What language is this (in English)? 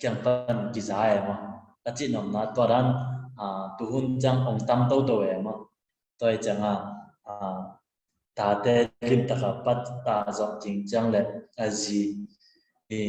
Tedim Chin